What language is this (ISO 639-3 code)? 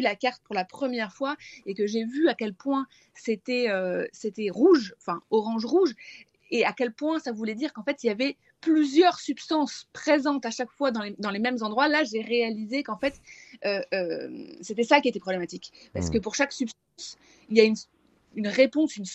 fra